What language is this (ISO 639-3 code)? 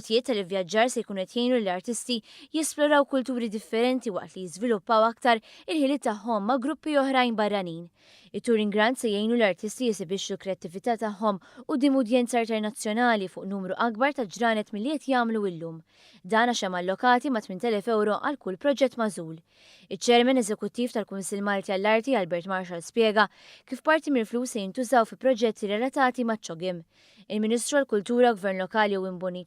mlt